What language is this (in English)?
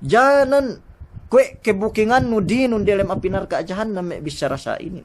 Yakan